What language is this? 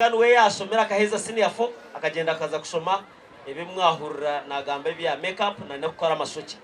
Nyankole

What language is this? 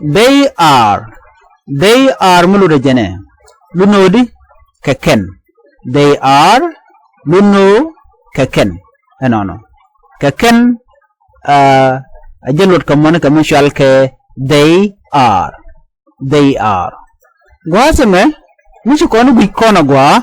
Nuer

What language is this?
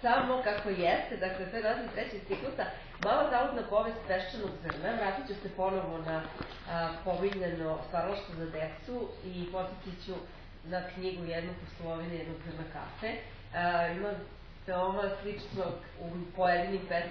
Serbian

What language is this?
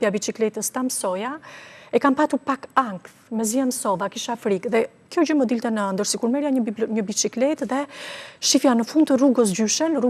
Albanian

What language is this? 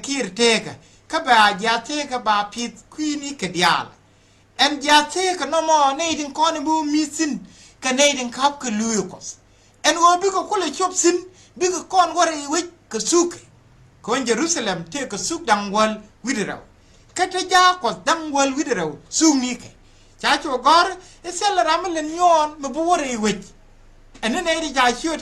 Nuer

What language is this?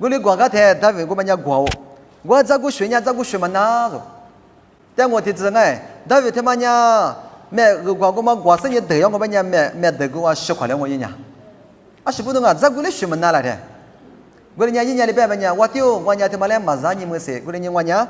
Lisu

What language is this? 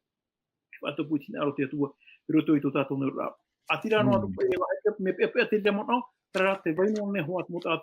Tahitian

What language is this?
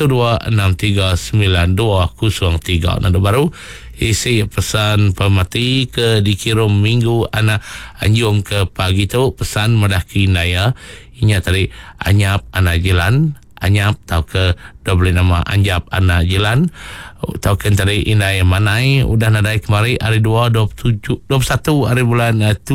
Iban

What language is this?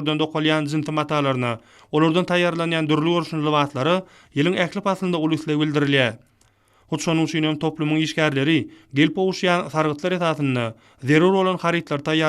Turkmen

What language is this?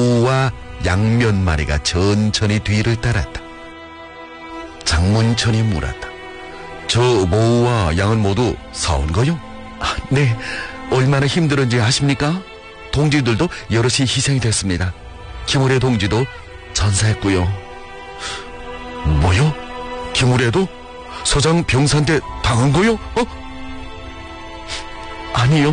Korean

